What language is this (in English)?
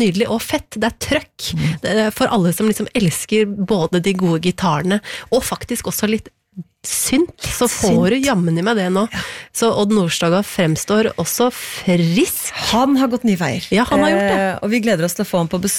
Norwegian